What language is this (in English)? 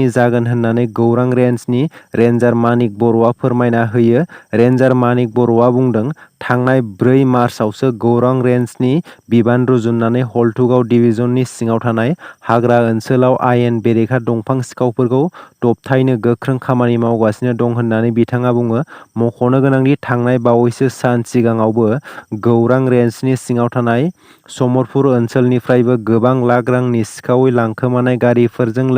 Bodo